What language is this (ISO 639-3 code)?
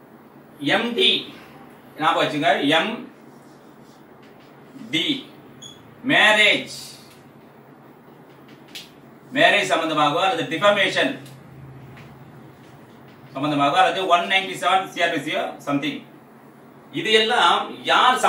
tam